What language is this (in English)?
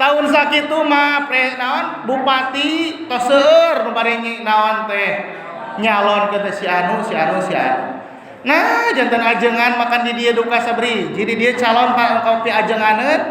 Sundanese